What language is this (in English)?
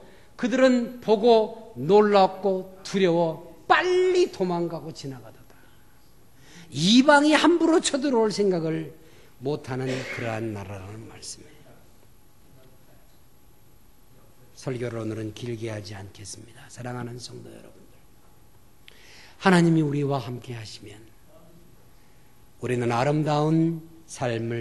Korean